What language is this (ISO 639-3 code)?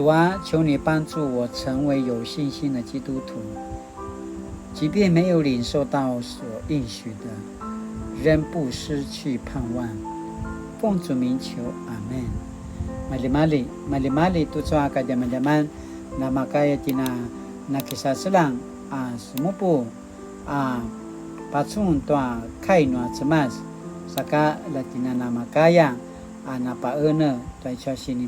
pwn